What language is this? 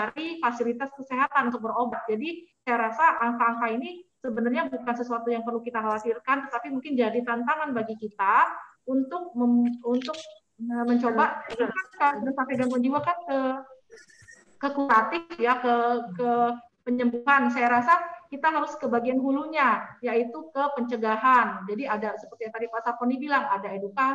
Indonesian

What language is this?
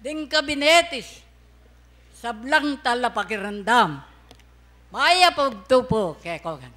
Pampanga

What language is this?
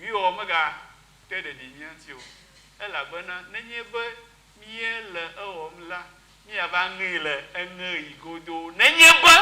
Ewe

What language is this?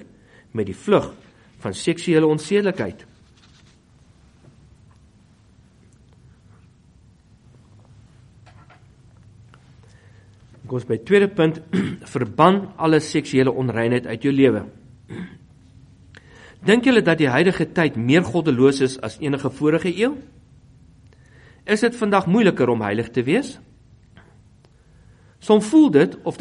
Afrikaans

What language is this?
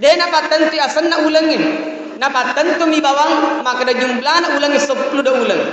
Buginese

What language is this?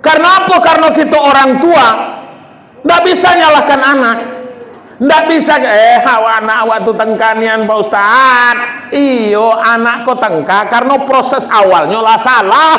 Minangkabau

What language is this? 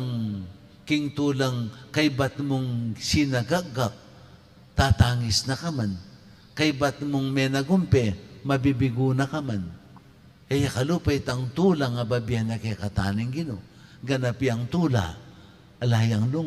Pampanga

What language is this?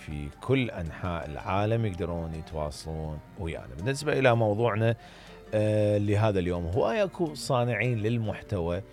Mesopotamian Arabic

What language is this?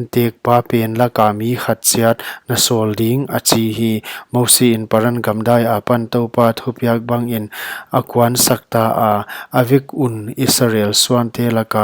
Paite Chin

